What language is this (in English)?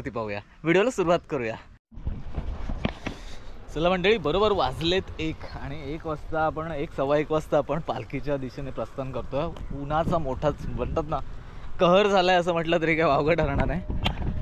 Marathi